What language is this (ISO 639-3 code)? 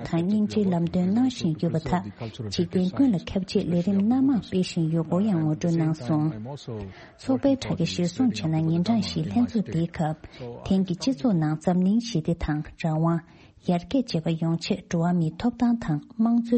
bod